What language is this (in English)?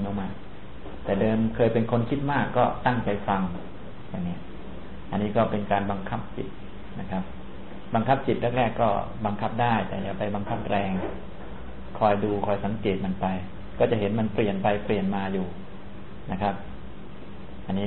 Thai